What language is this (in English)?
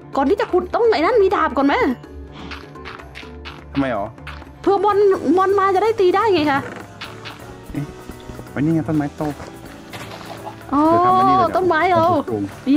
Thai